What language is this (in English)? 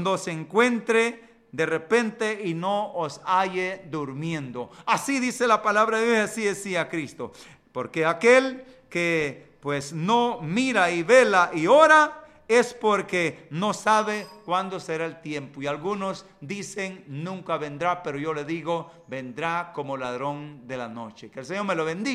Spanish